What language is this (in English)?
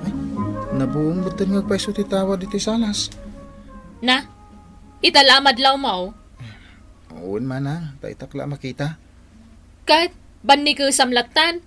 Iloko